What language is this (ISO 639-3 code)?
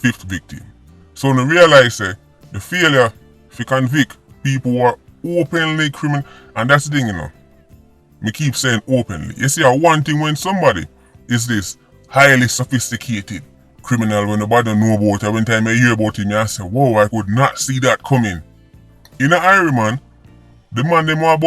jam